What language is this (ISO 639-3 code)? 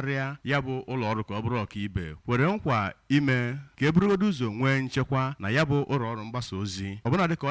ibo